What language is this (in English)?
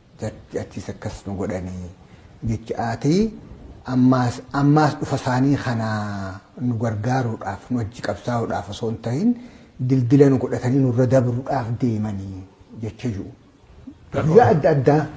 Oromo